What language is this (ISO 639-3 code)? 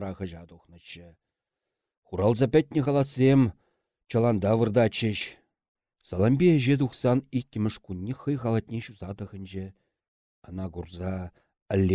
chv